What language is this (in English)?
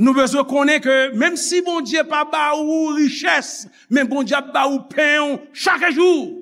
Haitian Creole